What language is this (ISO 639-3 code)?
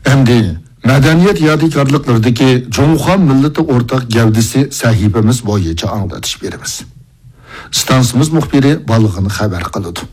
uig